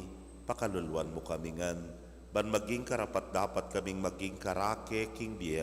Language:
Pampanga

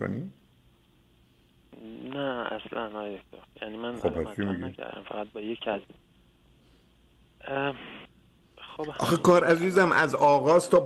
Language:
Persian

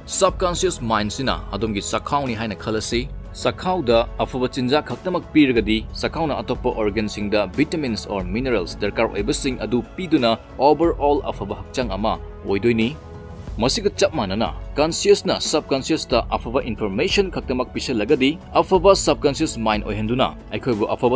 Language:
Manipuri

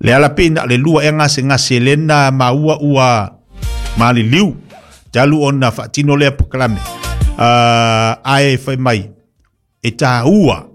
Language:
Samoan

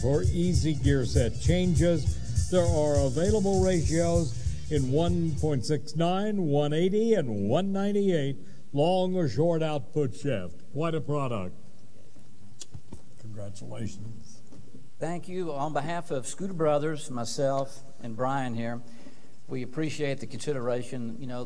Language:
English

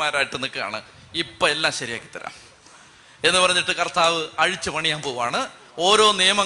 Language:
Malayalam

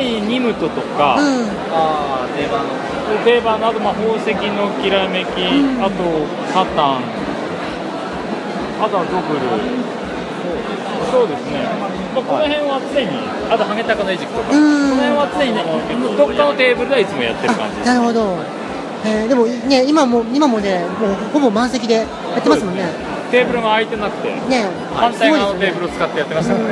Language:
Japanese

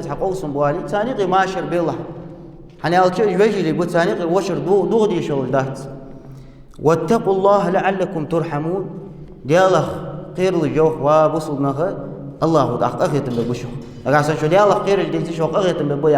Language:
Ingush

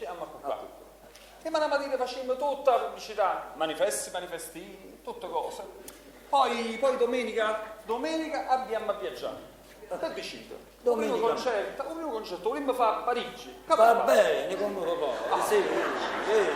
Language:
Neapolitan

